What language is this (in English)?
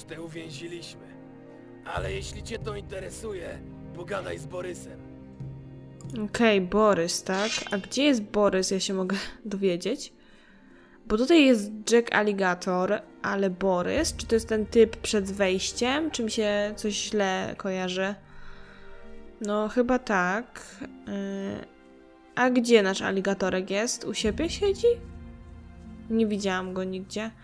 Polish